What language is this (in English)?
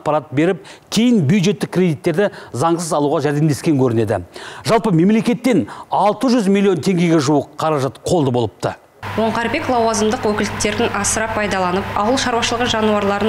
Kazakh